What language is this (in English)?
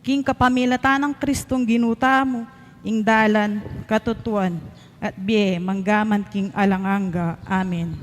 Pampanga